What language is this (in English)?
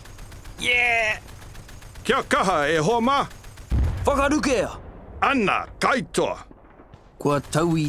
Māori